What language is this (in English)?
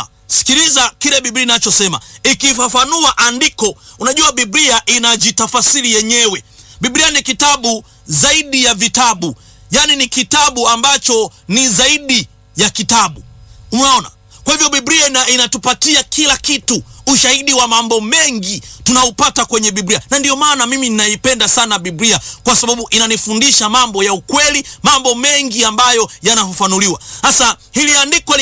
Swahili